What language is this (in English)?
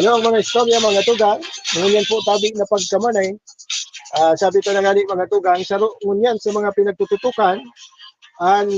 Bikol